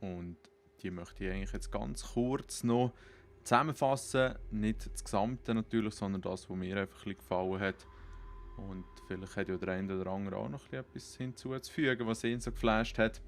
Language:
Swiss German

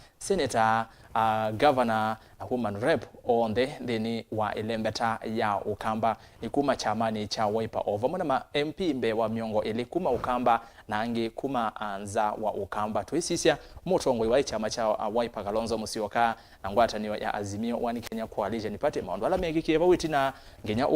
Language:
Kamba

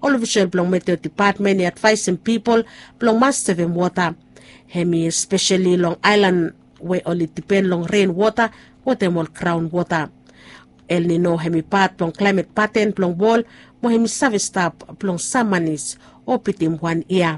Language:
Bislama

